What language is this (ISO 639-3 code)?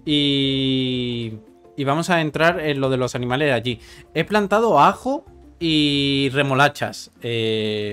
spa